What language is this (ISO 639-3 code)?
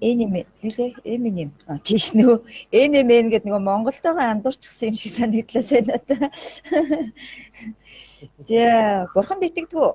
mon